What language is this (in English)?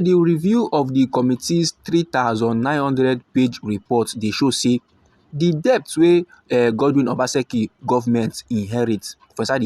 Nigerian Pidgin